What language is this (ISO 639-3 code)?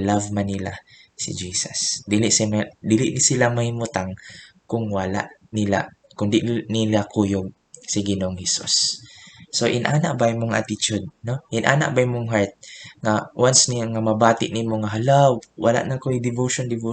ceb